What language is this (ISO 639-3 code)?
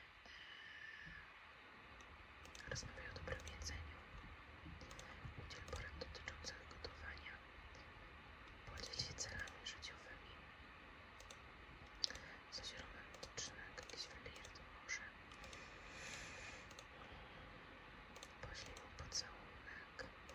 pol